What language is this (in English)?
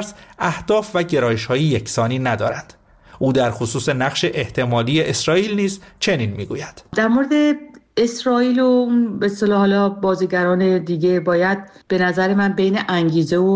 Persian